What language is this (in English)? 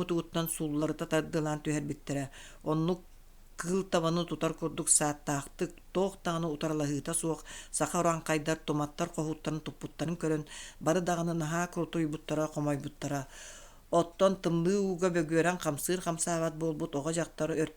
Yakut